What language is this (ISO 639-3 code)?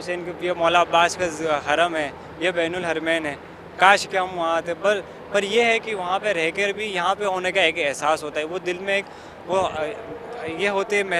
urd